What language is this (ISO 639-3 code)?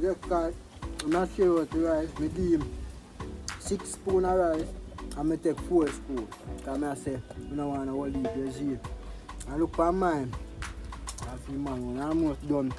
jam